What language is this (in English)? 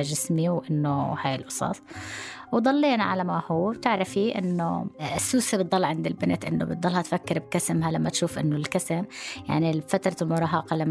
North Levantine Arabic